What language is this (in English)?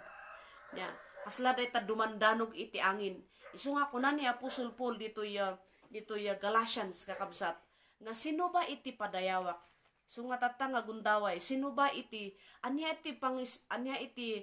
Iloko